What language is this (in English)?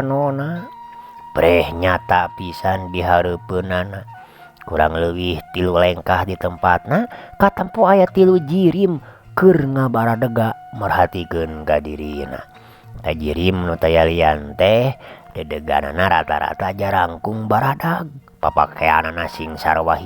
Sundanese